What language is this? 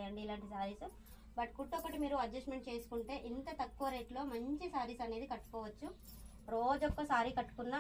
Telugu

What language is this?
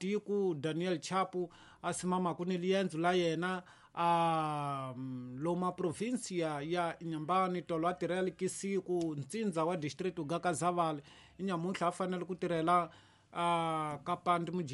Tsonga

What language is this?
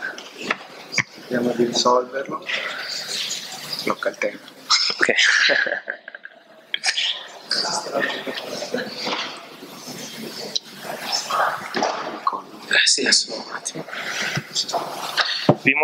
Italian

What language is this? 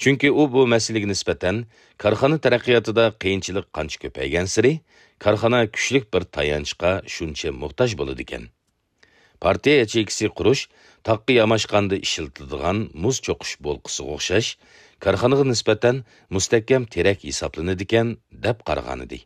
Uyghur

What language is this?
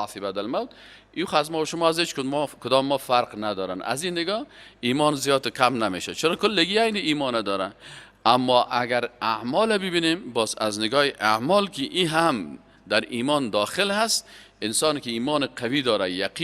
Persian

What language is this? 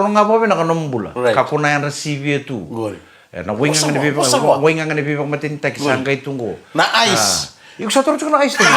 Fijian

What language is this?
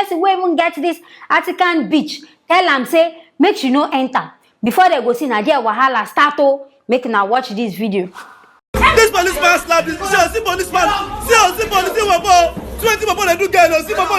Nigerian Pidgin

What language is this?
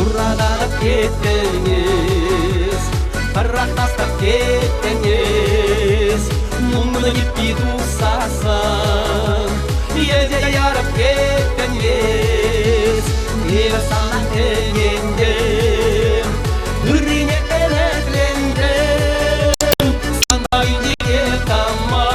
Chuvash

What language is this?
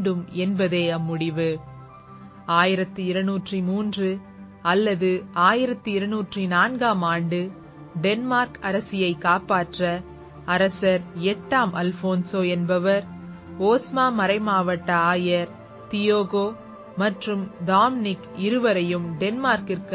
Tamil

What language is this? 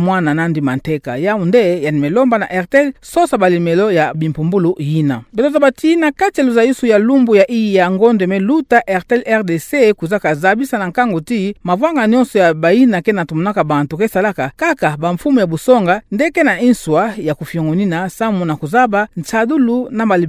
Kituba (Democratic Republic of Congo)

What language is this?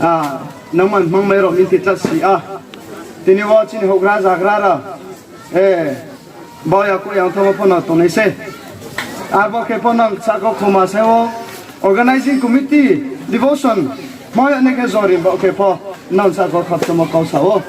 Riang (India)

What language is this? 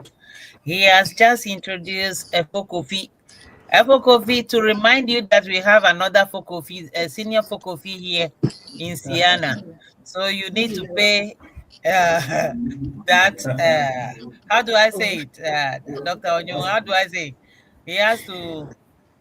Ewe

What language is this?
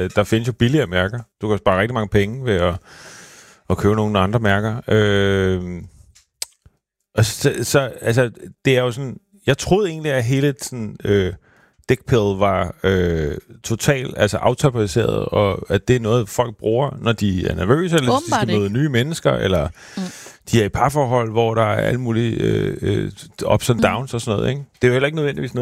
Danish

